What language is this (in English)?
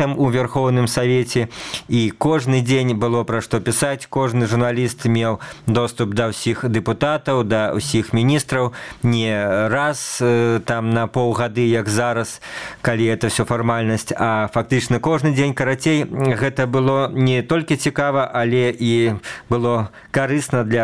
Belarusian